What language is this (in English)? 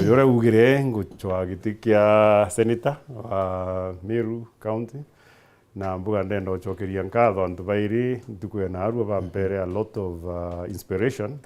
Meru